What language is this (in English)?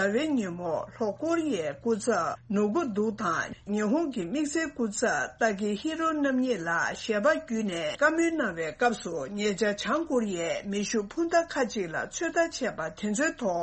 Tibetan